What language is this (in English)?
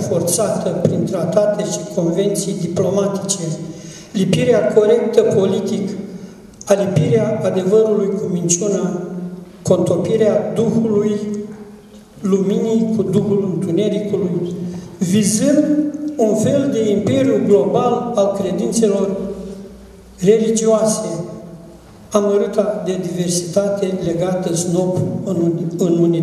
Romanian